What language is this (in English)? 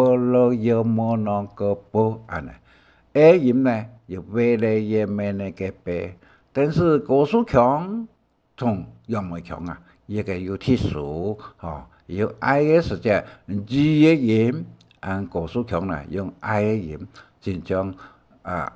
Hakka Chinese